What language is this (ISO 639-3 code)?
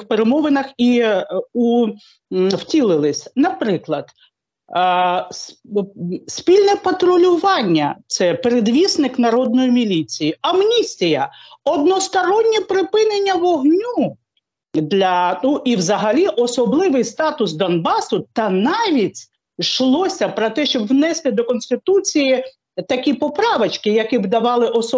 ukr